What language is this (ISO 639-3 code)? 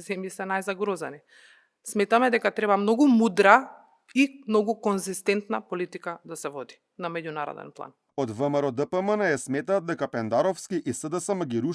mkd